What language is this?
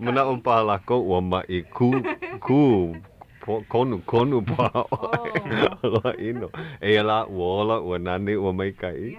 Hawaiian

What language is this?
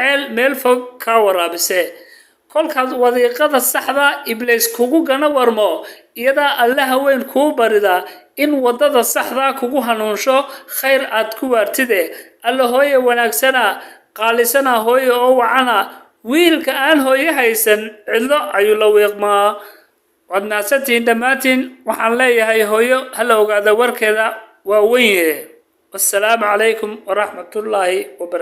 Somali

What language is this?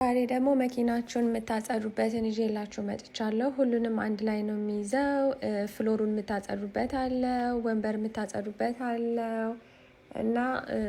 Amharic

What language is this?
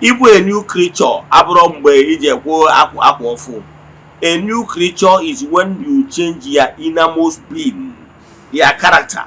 Igbo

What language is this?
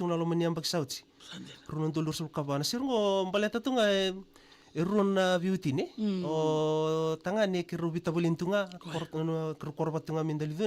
Fijian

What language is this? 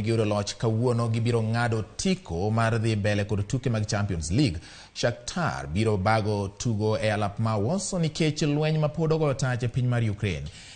Luo (Kenya and Tanzania)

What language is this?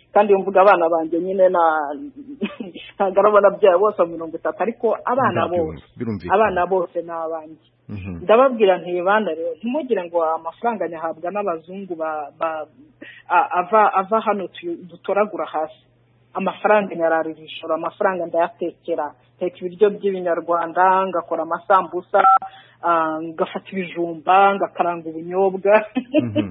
Kinyarwanda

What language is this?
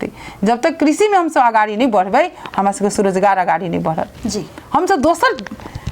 Maithili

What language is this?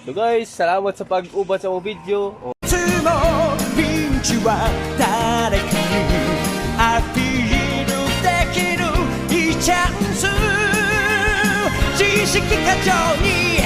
Cebuano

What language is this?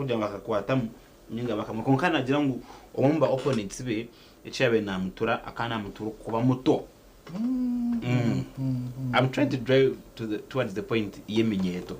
Nyankole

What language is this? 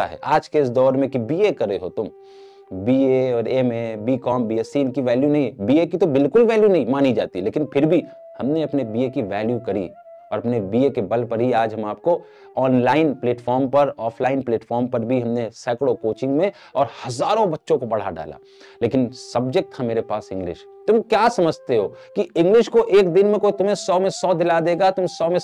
Hindi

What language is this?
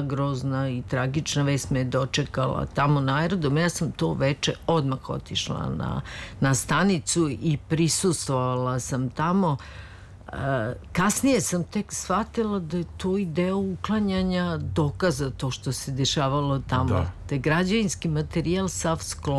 Serbian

